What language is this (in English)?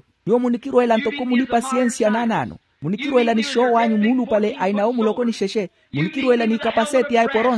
Makhuwa